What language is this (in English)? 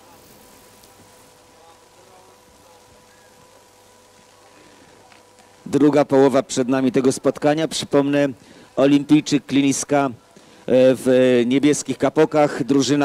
Polish